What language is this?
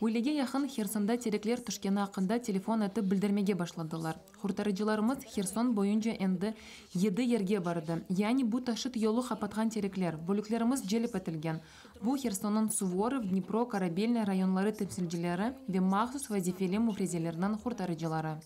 Crimean Tatar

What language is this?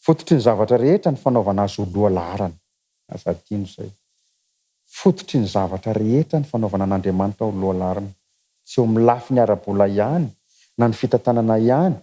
Malagasy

